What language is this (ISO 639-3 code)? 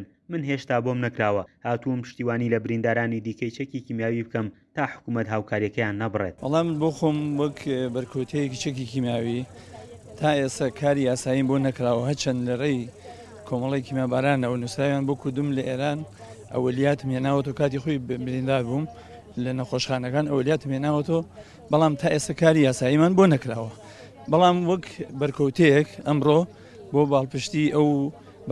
ckb